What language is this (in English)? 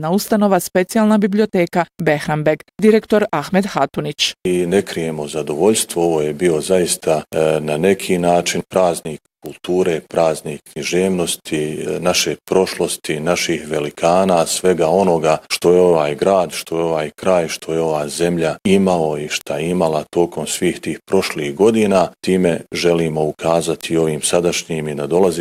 Bosnian